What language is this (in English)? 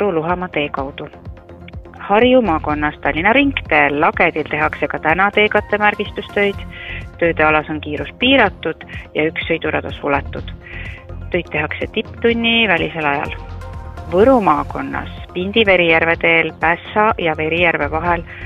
Estonian